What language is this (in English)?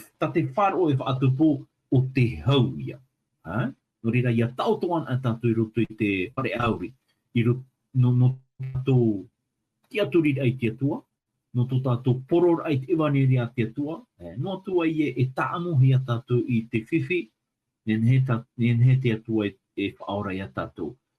Tahitian